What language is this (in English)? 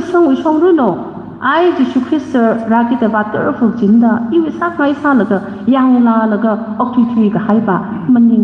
Tangkhul Naga (India)